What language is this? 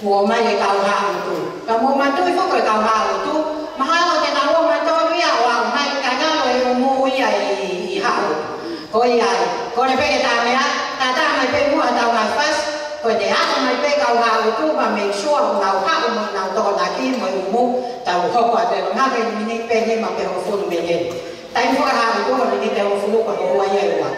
Tongan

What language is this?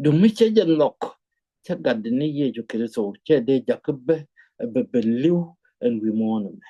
Nuer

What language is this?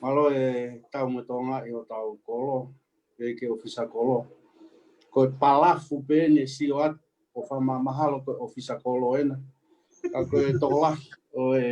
Tongan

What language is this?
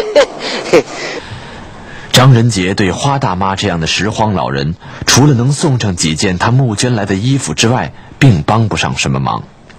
Chinese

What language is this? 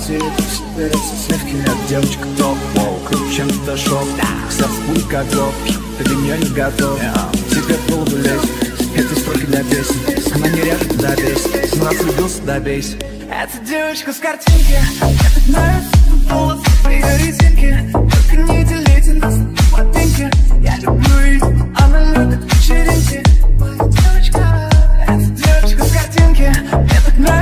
Russian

